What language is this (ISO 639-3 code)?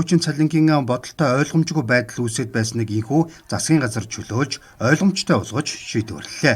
mon